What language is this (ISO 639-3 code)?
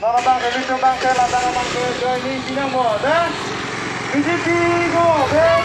mjw